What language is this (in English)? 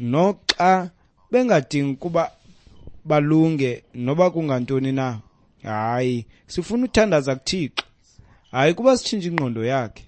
Xhosa